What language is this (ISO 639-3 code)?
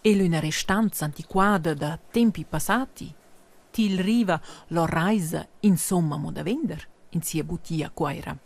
roh